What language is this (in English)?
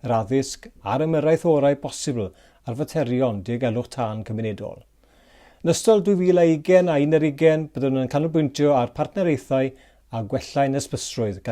Welsh